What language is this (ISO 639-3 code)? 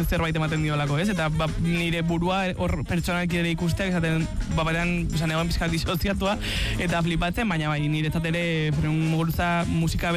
eus